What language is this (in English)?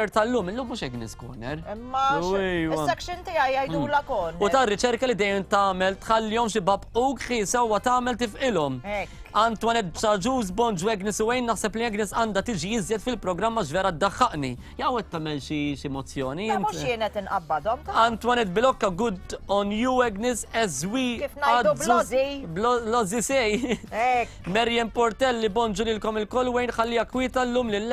Maltese